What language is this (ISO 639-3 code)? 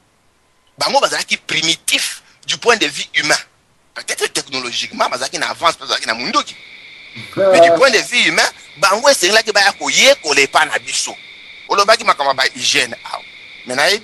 lin